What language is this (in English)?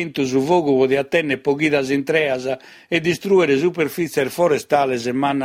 Sardinian